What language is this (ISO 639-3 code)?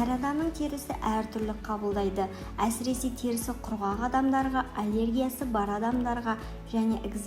kaz